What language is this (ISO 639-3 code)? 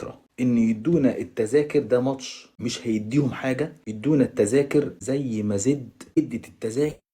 arz